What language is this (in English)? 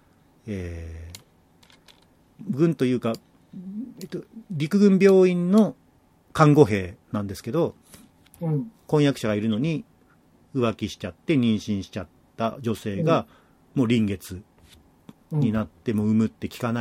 Japanese